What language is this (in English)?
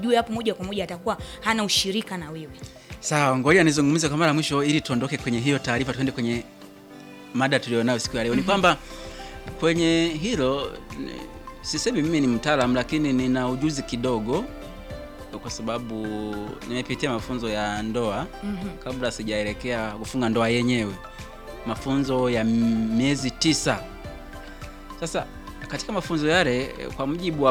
Swahili